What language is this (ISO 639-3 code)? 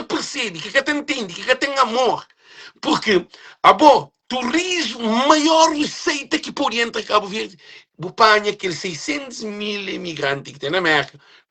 kea